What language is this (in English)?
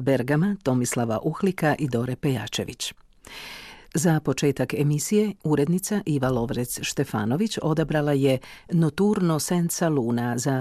Croatian